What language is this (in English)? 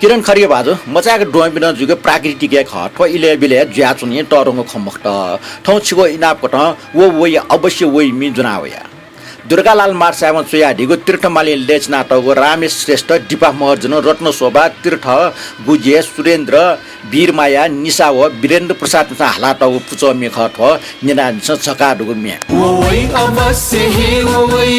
Newari